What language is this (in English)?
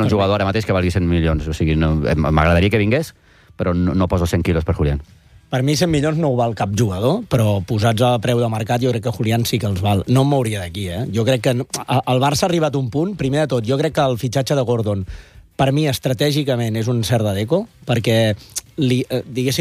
Catalan